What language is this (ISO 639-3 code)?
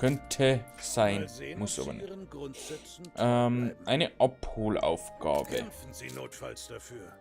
bar